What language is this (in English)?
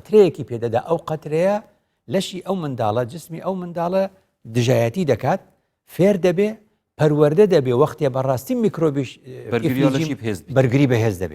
Central Kurdish